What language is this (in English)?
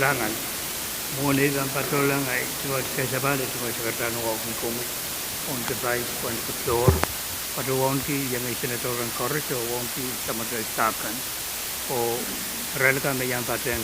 Pohnpeian